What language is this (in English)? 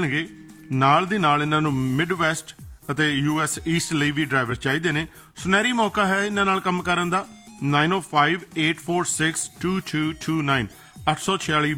Punjabi